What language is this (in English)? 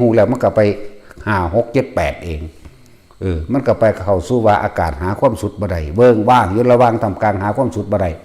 Northeastern Thai